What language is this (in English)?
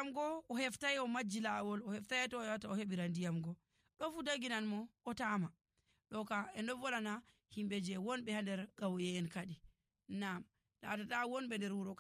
Nigerian Fulfulde